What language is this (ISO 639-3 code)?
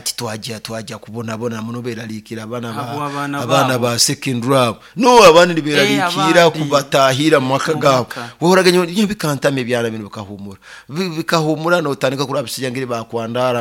nyo